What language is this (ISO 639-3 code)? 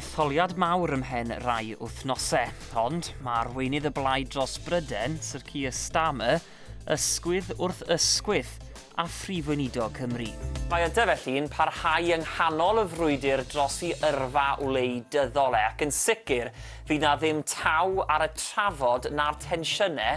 cym